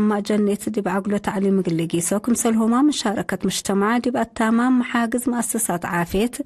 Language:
Tigre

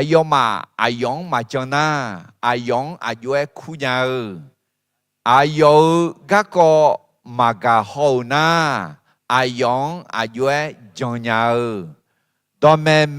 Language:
Akha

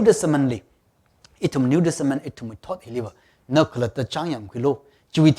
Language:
Tangkhul Naga (India)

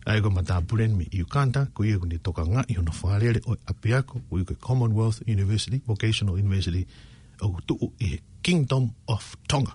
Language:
Tongan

